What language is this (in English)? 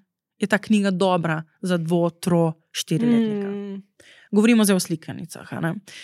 Slovenian